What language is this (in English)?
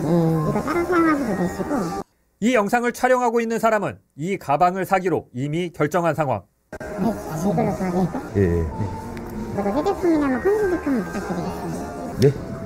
Korean